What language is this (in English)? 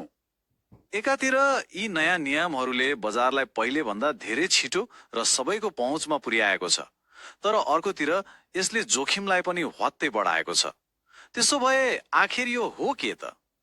Nepali